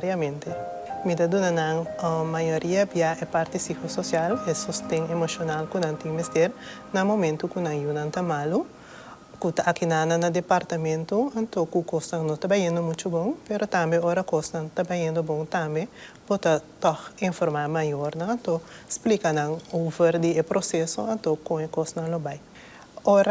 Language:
Papiamento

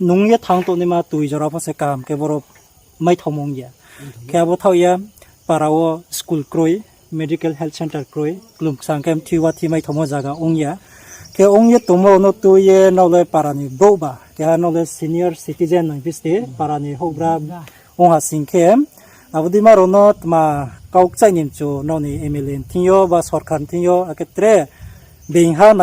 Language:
Riang (India)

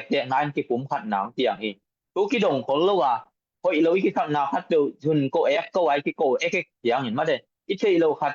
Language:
Tedim Chin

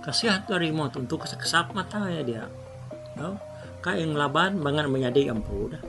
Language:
Iban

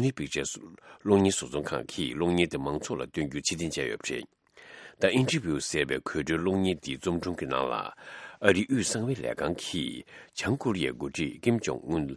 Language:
Tibetan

